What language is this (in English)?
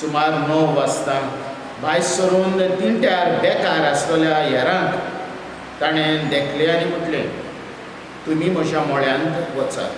Konkani